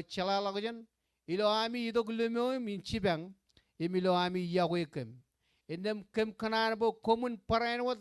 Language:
Marshallese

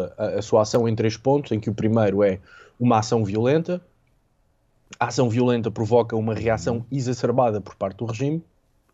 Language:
Portuguese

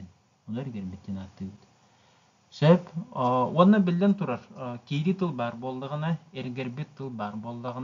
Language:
Yakut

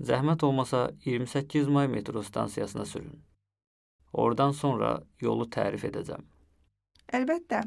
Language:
Azerbaijani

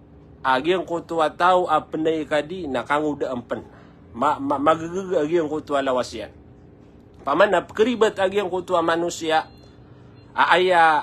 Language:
Maranao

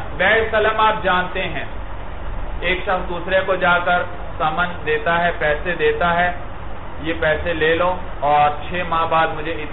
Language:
Urdu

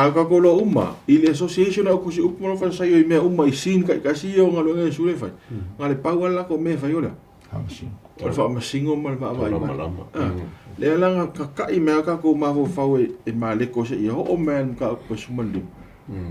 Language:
Samoan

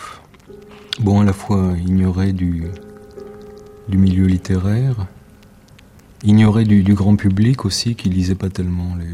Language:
French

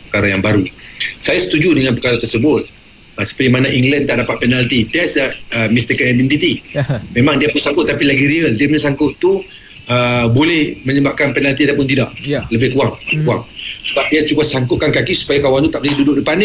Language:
Malay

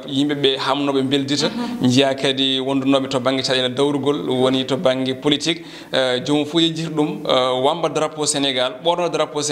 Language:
Fula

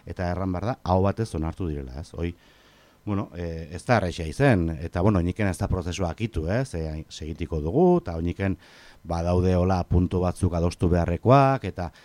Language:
Basque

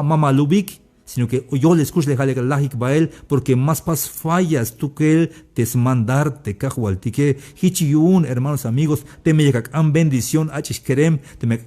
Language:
Tzeltal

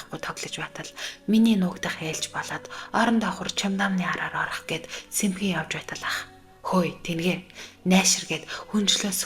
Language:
Mongolian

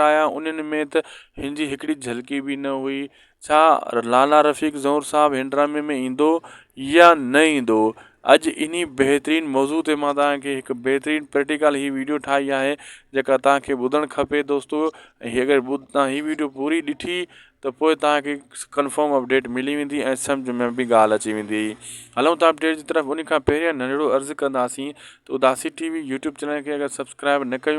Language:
Sindhi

